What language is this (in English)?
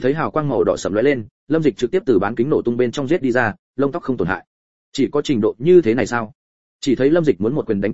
Vietnamese